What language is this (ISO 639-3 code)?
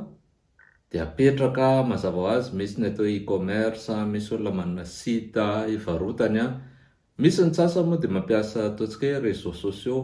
mlg